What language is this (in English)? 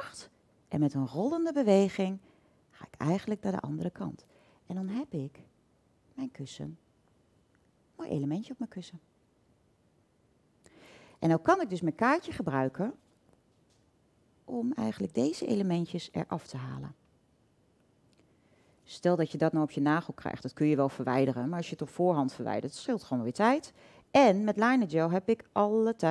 Dutch